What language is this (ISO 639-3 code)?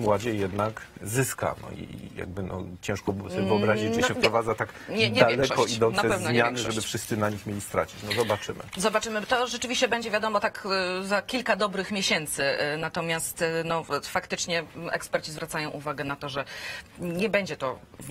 pol